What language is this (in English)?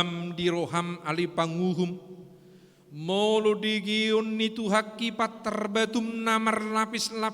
Batak Toba